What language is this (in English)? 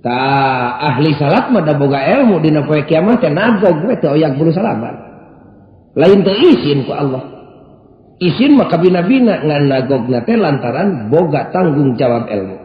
Sundanese